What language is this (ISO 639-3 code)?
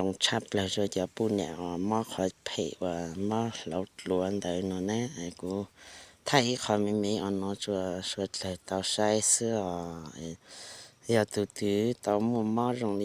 hmn